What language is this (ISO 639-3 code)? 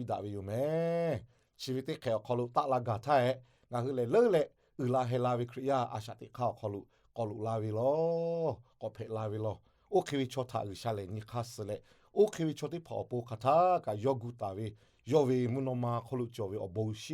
lhu